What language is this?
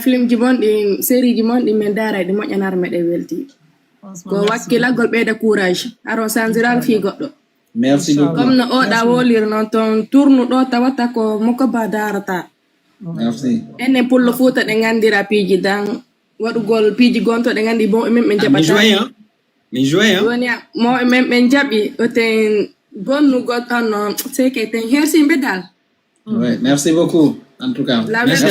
Fula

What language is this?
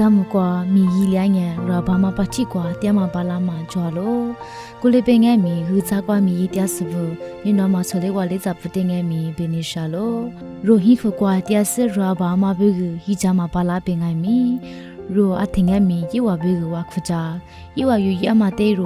Lisu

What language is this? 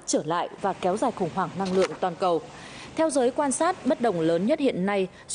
Vietnamese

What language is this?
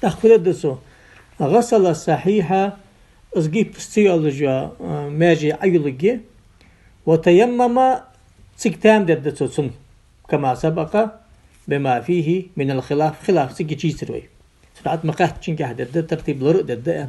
Ingush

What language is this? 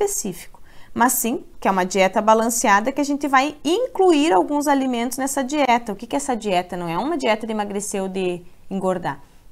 Portuguese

